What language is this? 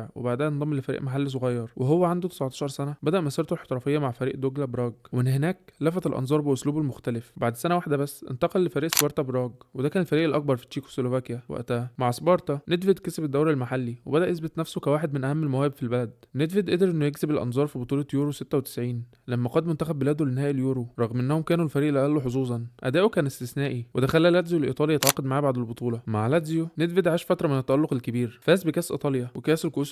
Egyptian Arabic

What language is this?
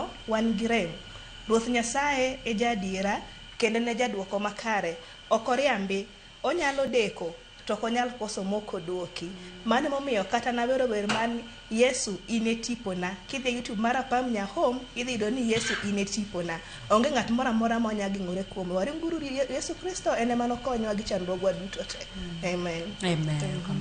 Luo (Kenya and Tanzania)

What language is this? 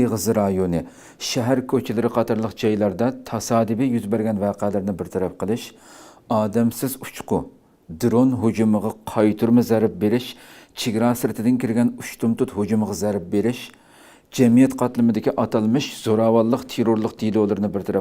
Uyghur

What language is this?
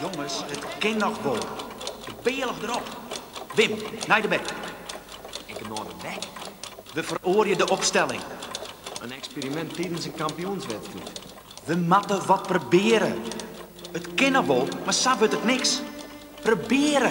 Western Frisian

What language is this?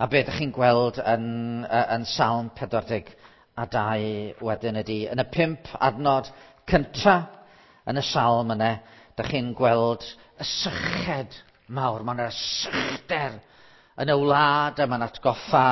Welsh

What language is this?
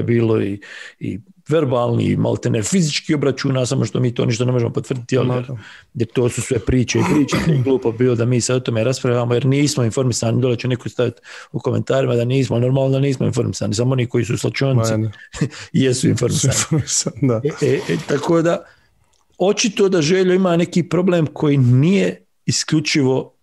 Bosnian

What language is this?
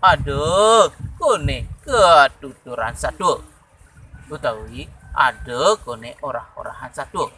Balinese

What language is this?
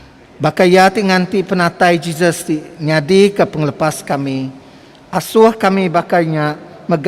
Iban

